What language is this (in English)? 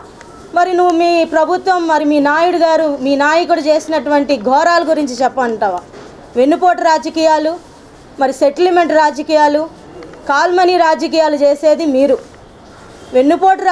Telugu